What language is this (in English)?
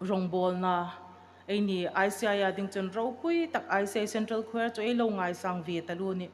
Hmar